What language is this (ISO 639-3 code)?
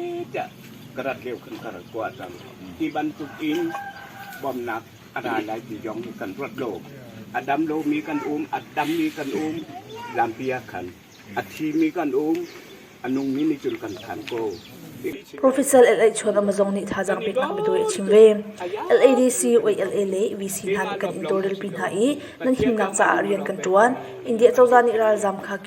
cnh